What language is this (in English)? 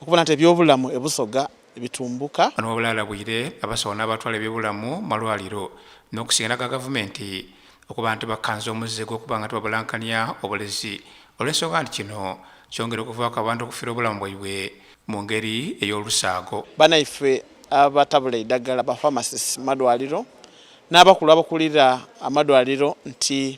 Soga